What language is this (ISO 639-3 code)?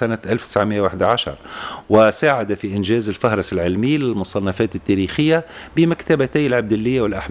aeb